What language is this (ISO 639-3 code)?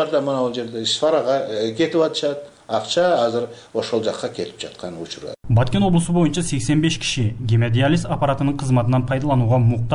kir